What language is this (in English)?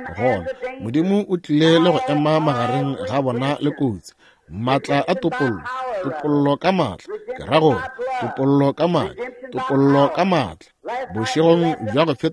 Northern Sotho